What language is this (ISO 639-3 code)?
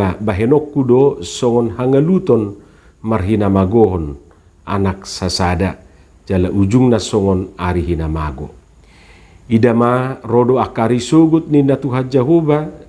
bbc